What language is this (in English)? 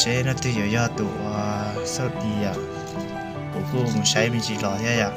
Hmong